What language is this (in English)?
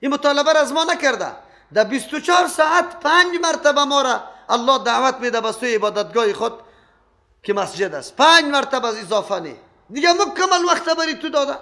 Persian